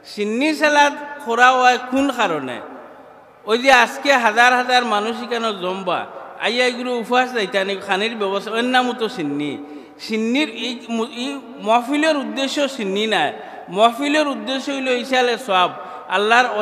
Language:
Sylheti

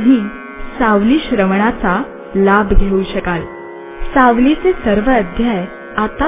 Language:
Marathi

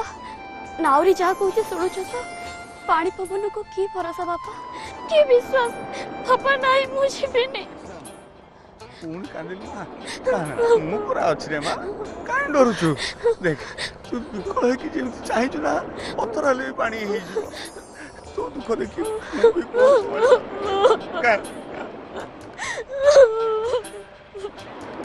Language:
Odia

